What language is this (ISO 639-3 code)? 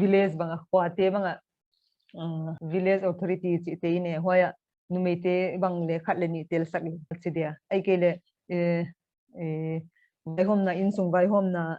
pck